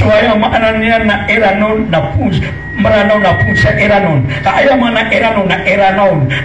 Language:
Maranao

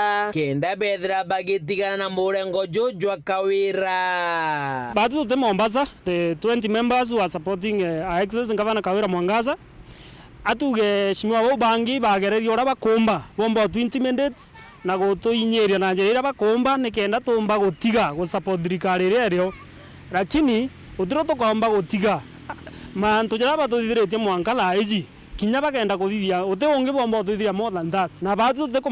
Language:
Meru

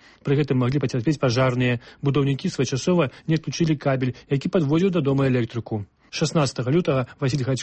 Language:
Belarusian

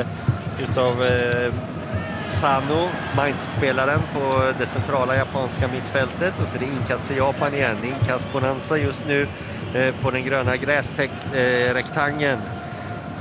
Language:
Swedish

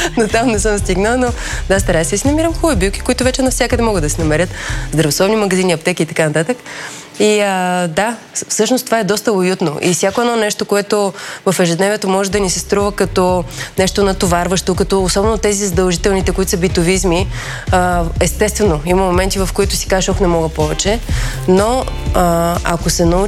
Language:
Bulgarian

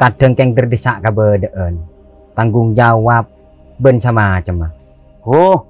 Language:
Madurese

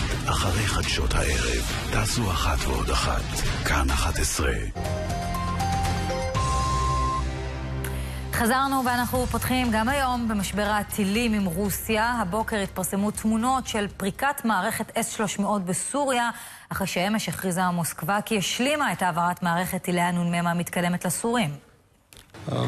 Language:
Hebrew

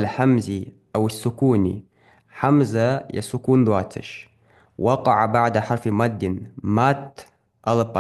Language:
Ingush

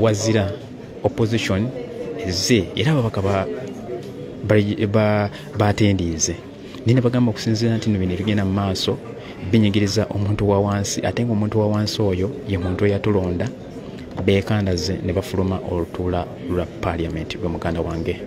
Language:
Ganda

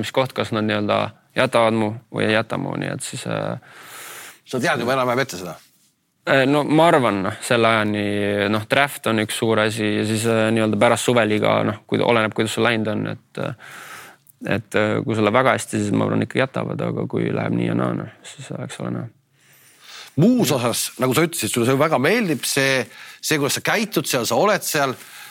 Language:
Estonian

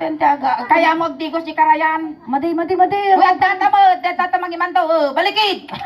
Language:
Iloko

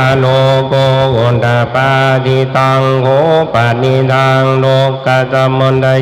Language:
Pali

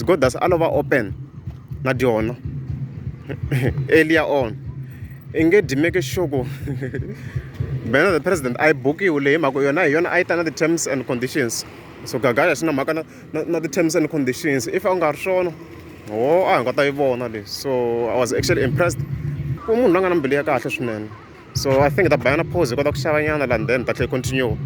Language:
Tsonga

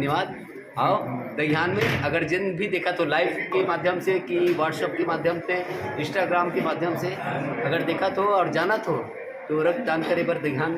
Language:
Chhattisgarhi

